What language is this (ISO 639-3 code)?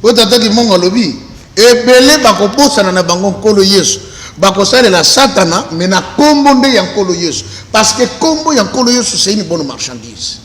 lin